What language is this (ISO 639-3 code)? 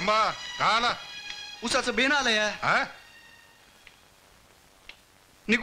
mar